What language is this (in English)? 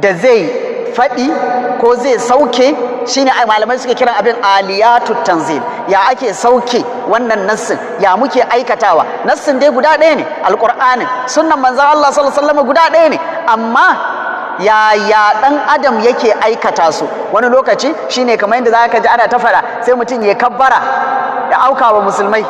Hausa